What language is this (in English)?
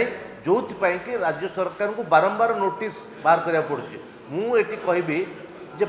Odia